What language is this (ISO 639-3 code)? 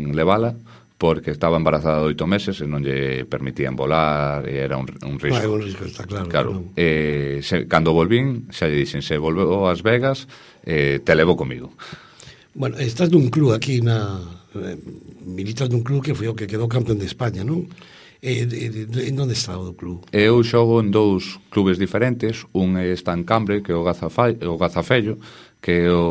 glg